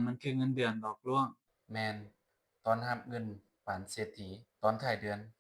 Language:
Lao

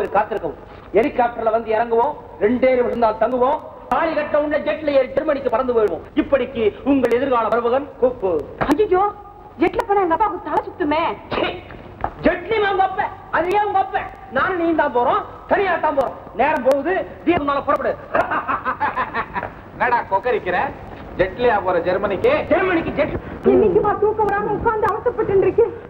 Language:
Tamil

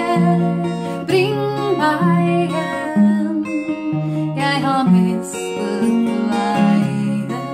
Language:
Norwegian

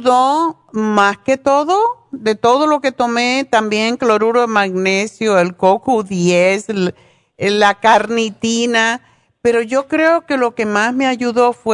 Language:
Spanish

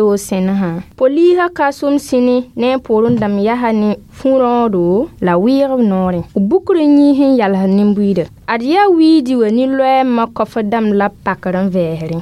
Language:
Mossi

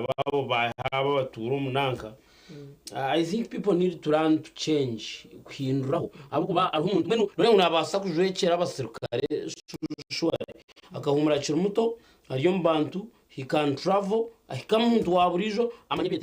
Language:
Nyankole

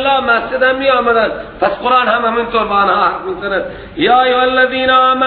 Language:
Persian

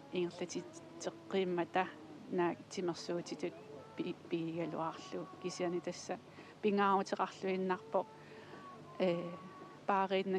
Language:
Kalaallisut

